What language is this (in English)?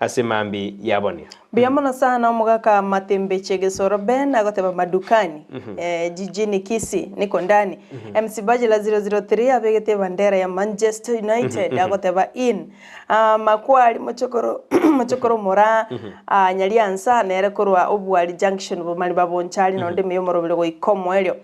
Gusii